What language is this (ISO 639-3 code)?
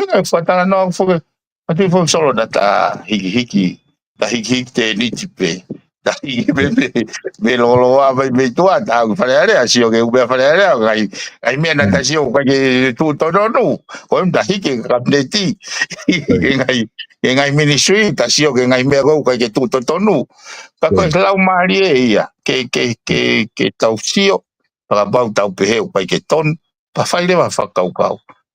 ton